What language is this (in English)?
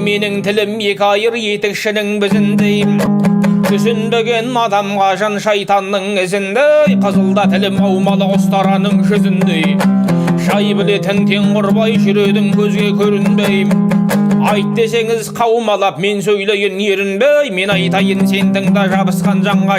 Kazakh